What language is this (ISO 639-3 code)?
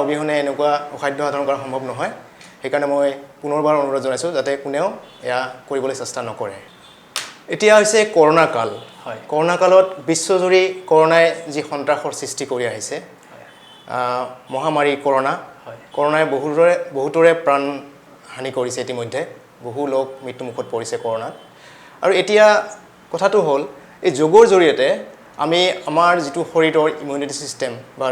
asm